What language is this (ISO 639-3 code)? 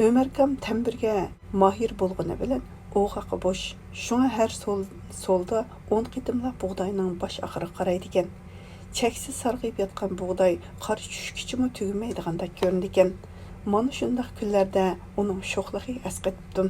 uig